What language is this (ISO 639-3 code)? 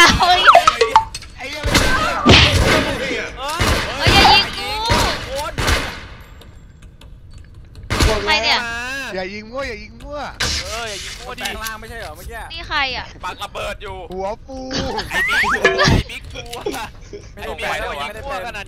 tha